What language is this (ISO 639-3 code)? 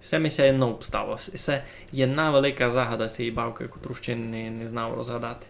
rue